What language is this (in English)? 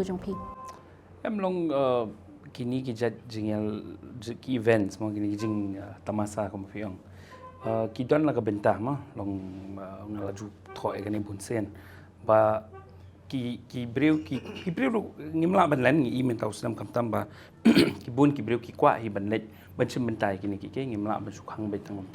Khasi